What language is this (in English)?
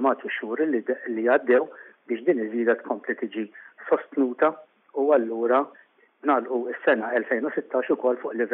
Maltese